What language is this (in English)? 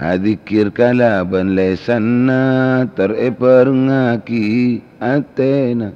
Madurese